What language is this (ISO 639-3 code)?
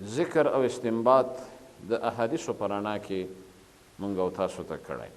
pus